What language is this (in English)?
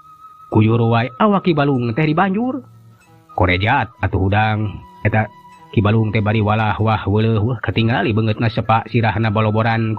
Sundanese